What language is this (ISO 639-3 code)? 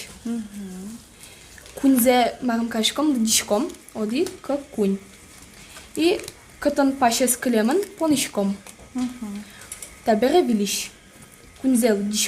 udm